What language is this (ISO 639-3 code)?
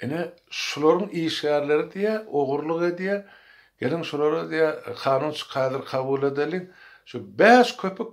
tuk